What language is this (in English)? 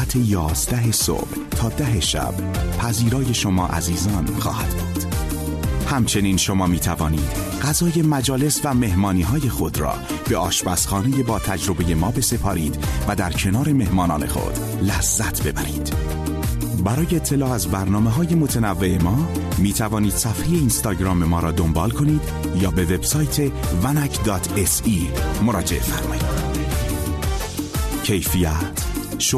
Persian